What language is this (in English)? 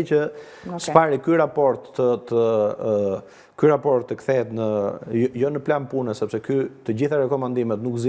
Albanian